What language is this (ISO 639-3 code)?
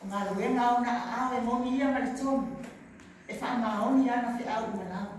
smo